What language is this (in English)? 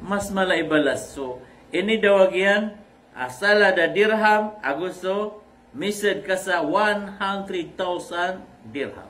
Maranao